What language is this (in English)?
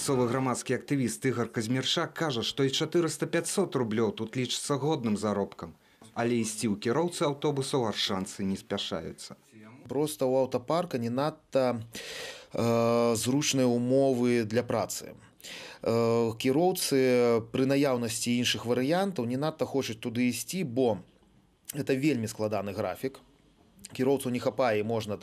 Belarusian